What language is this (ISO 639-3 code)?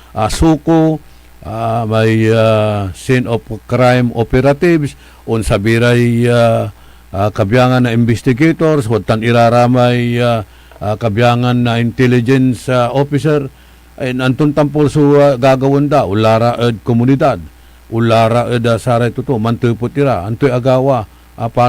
pag